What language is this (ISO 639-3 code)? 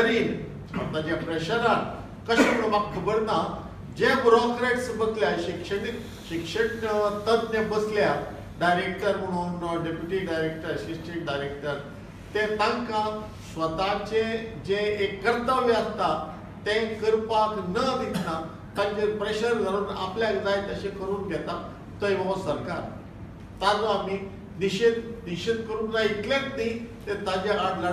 kok